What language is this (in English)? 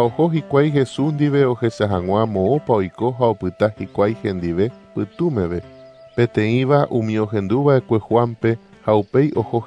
Guarani